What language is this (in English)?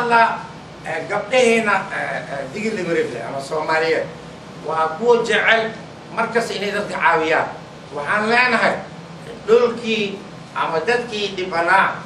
Somali